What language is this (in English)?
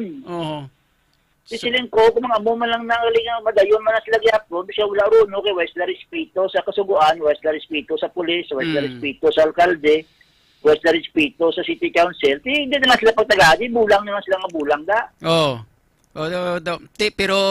Hiligaynon